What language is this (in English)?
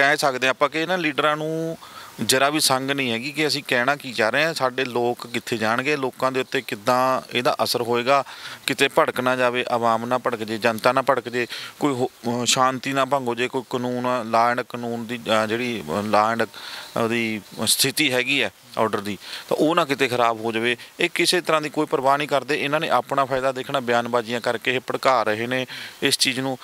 Punjabi